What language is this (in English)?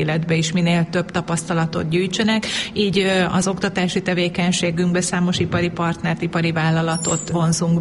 Hungarian